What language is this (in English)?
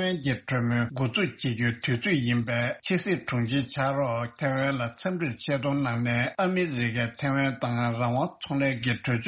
Tibetan